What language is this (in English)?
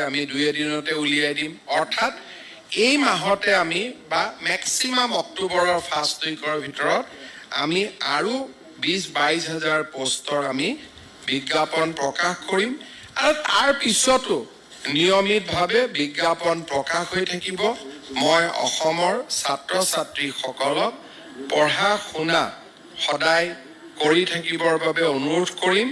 Assamese